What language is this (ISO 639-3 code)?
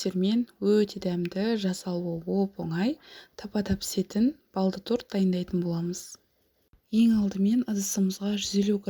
kaz